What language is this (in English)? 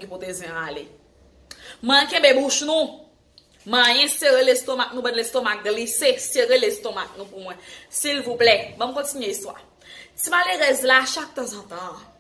Haitian Creole